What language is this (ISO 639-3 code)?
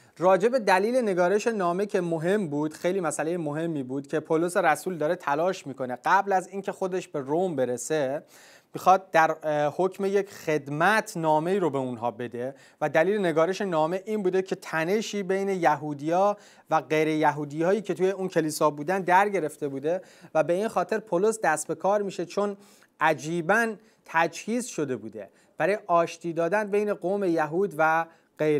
fas